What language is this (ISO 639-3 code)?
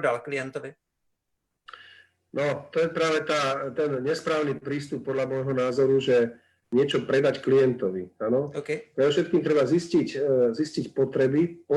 slk